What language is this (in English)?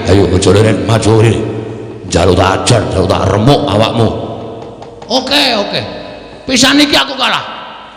Javanese